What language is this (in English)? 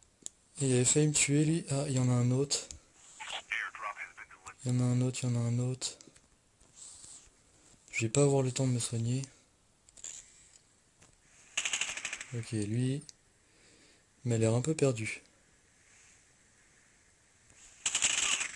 French